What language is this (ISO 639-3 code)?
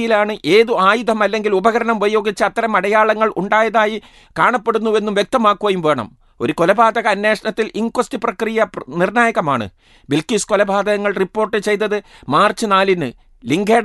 mal